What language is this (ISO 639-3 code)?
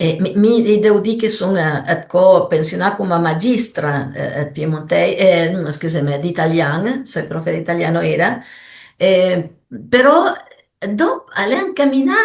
pms